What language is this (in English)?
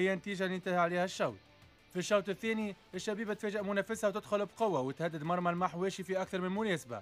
Tunisian Arabic